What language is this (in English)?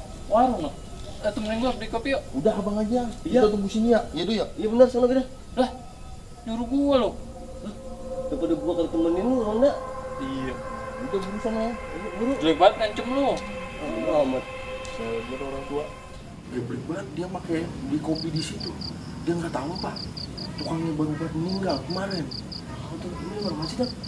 Betawi